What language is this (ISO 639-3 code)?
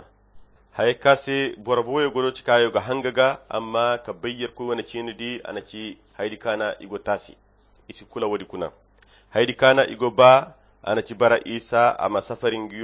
khq